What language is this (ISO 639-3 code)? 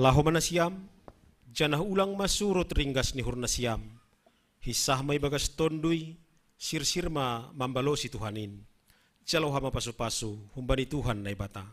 bts